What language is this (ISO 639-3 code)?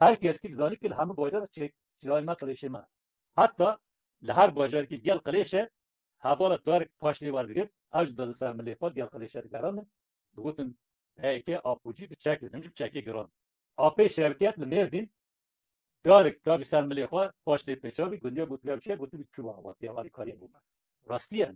kur